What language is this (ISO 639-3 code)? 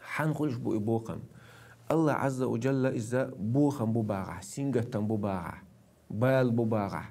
che